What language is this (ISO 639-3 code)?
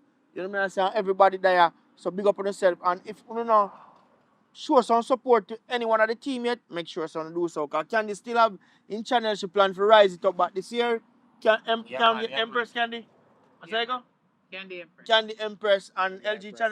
jam